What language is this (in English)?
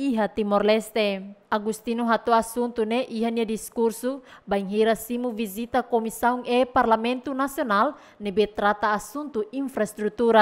Tetum